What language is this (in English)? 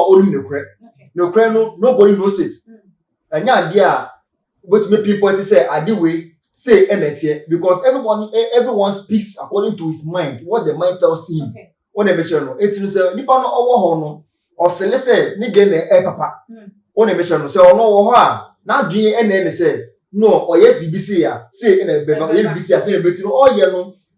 Akan